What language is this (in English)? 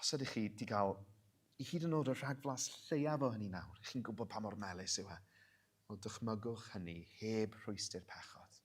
Welsh